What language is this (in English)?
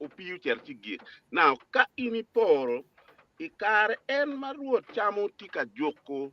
Acoli